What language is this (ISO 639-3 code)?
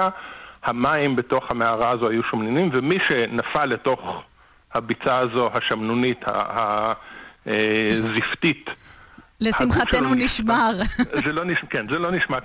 heb